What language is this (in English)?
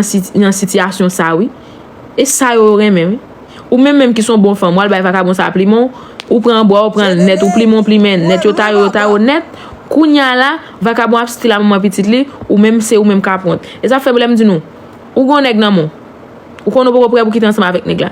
Haitian Creole